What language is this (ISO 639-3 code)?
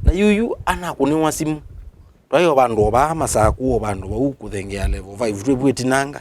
kam